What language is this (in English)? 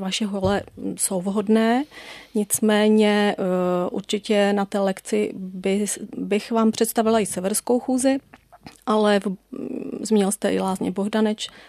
Czech